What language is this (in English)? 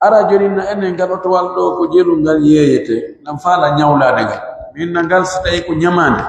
Pular